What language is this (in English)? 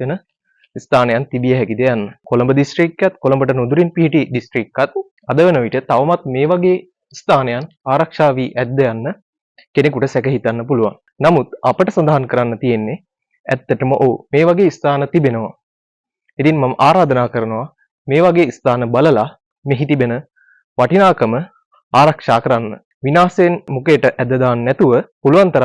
Sinhala